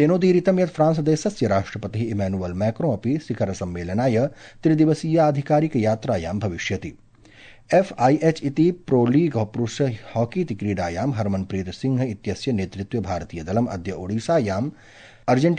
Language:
Sanskrit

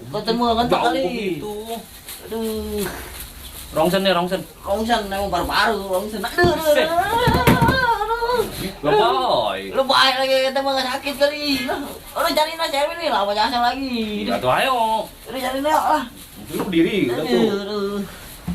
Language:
Betawi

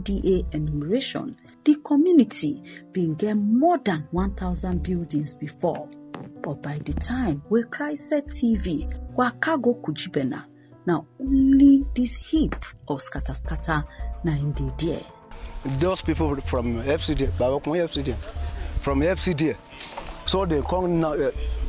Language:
Nigerian Pidgin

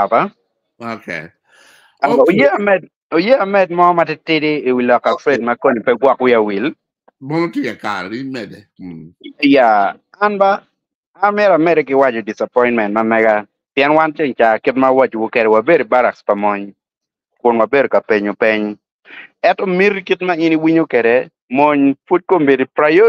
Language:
Acoli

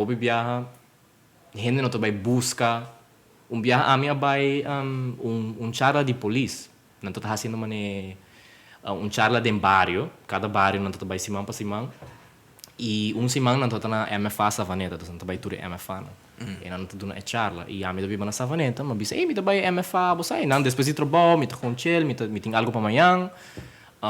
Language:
Papiamento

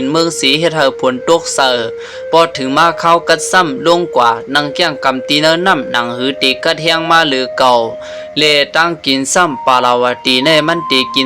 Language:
Shan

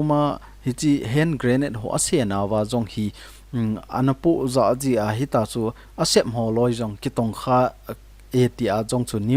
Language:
Thado Chin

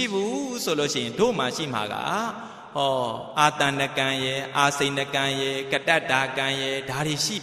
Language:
Burmese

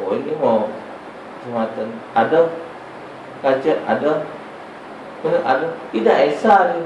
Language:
Musi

